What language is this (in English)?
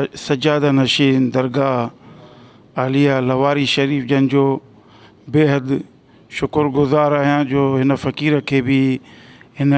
Sindhi